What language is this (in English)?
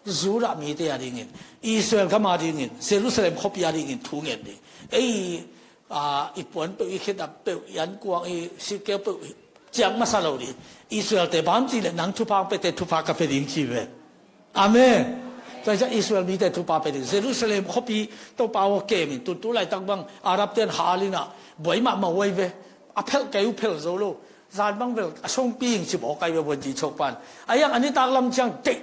Tedim Chin